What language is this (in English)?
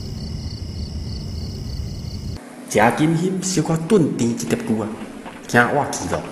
Min Nan Chinese